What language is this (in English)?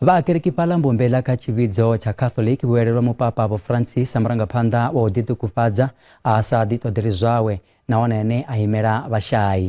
Venda